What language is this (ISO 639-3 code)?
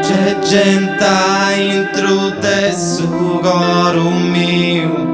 srd